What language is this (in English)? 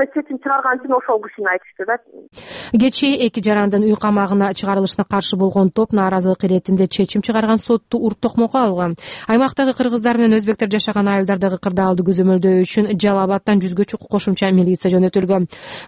Kyrgyz